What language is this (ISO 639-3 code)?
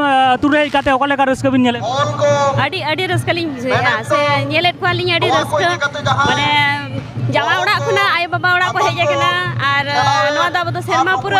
sat